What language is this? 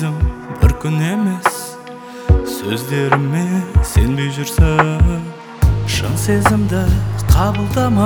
Kazakh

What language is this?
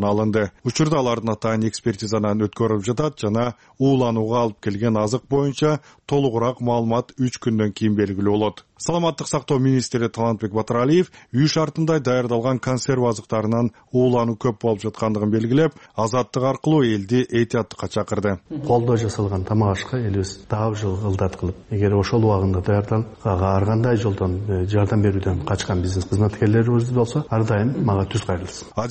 Kyrgyz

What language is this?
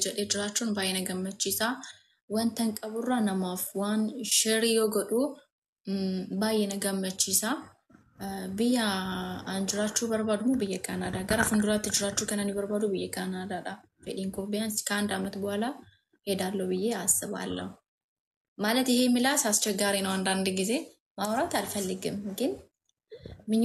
Oromo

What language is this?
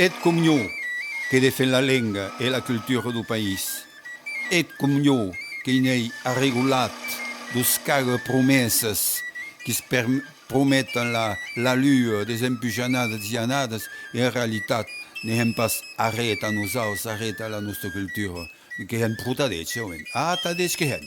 Occitan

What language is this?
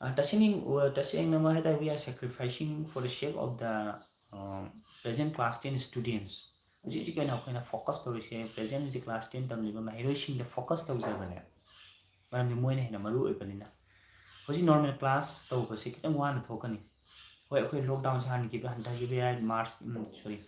Manipuri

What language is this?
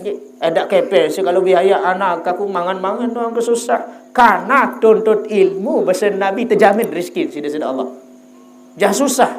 Sasak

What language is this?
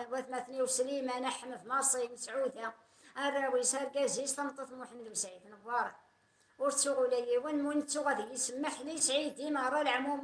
Kabyle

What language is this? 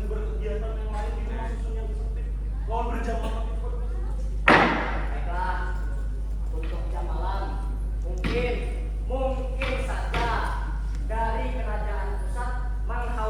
Banjar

